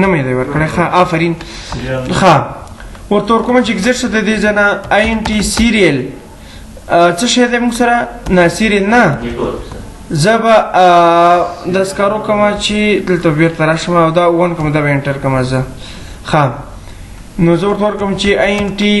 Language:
Pashto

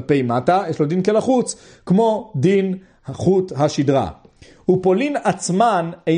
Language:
Hebrew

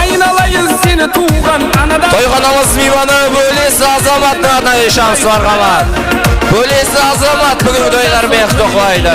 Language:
Kara-Kalpak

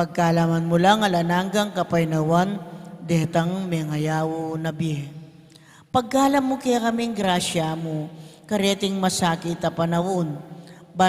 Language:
Pampanga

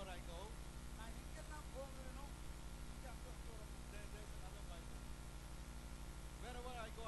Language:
Tamil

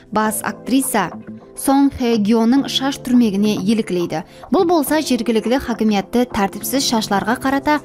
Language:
Kara-Kalpak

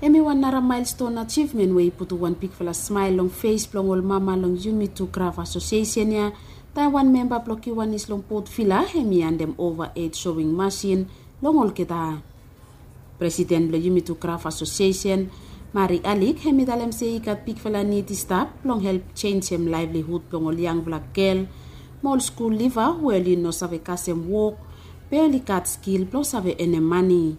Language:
Bislama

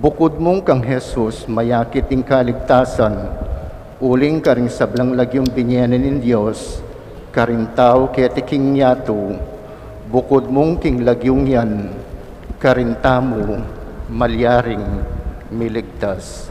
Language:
Pampanga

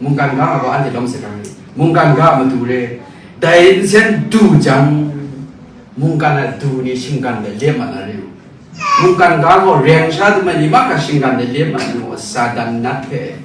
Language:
Kachin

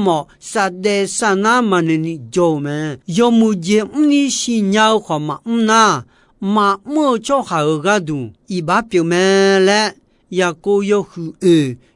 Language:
Akha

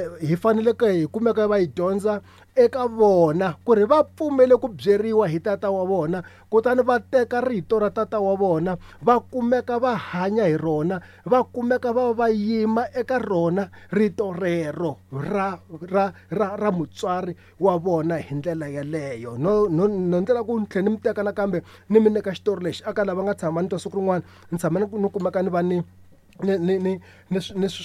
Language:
Tsonga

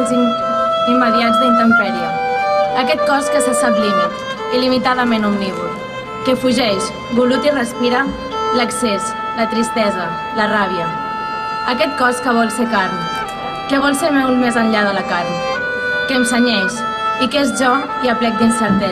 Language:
Catalan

